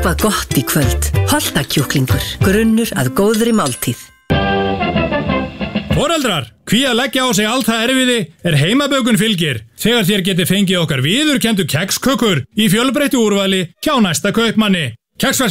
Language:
Icelandic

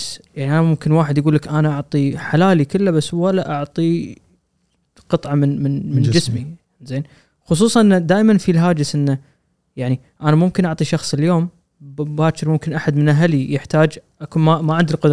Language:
Gulf Arabic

